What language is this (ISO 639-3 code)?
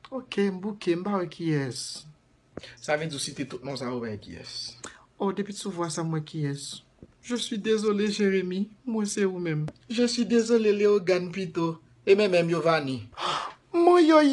hat